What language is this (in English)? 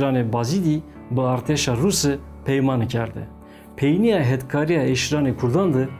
Zaza